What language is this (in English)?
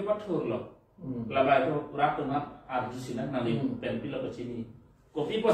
Karbi